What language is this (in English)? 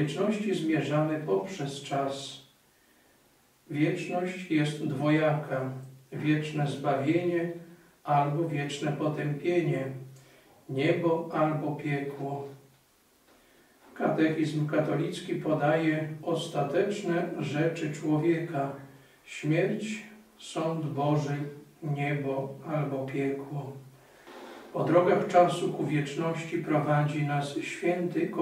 Polish